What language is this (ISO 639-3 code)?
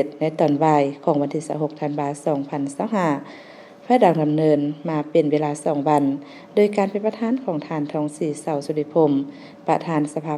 lao